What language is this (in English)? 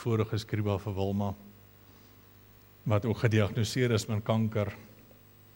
Afrikaans